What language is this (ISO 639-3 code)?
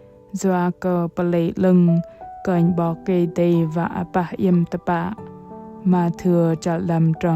bdq